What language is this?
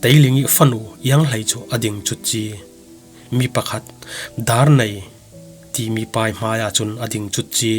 Falam Chin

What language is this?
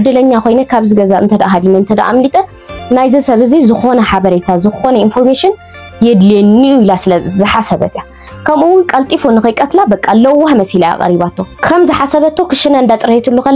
Tigrinya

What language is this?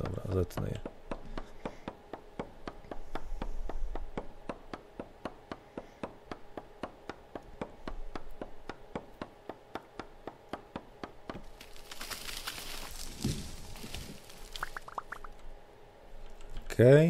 Polish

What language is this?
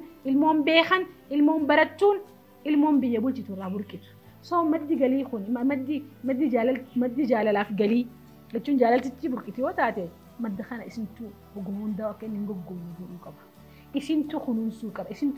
Oromo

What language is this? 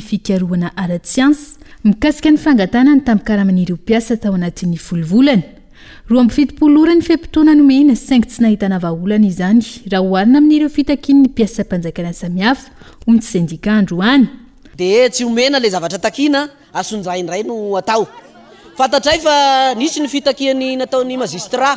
Malagasy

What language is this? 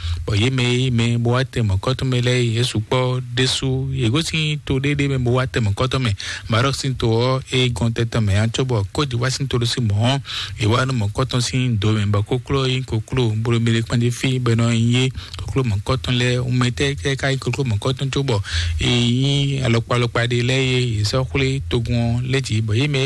Fon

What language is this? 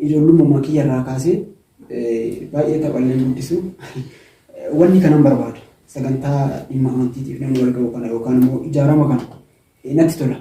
Oromo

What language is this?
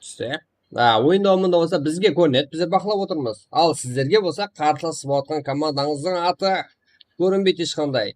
Kara-Kalpak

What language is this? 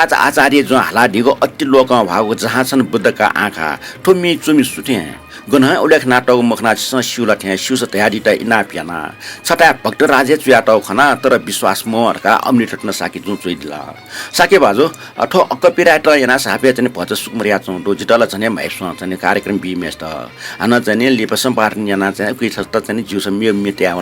Newari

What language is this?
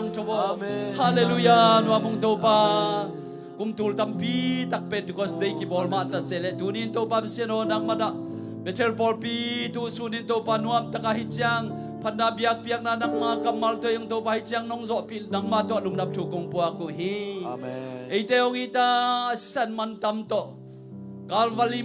Tedim Chin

